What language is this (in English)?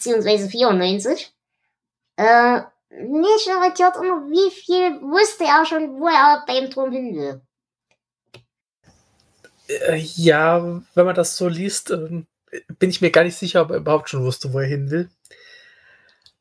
German